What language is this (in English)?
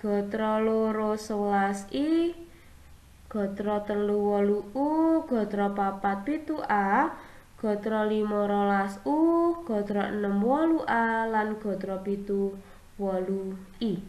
Javanese